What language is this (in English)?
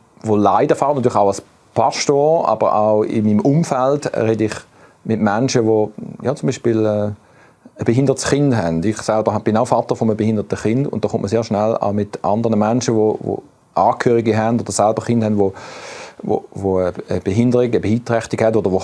Swiss German